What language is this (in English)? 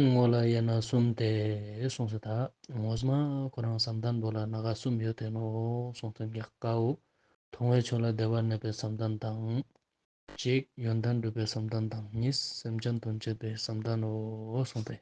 Ladakhi